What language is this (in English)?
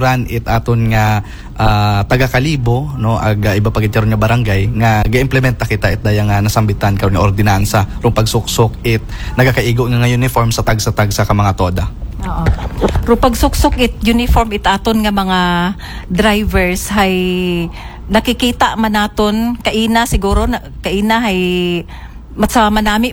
Aklanon